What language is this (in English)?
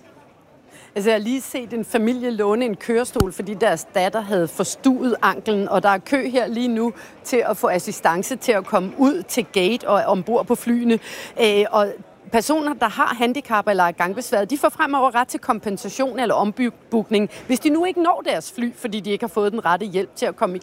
Danish